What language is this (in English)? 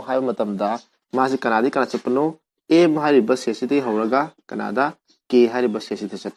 Manipuri